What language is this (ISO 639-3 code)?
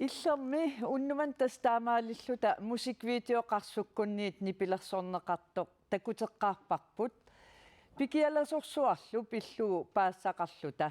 kal